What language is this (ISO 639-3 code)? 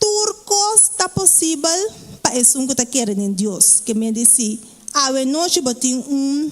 pap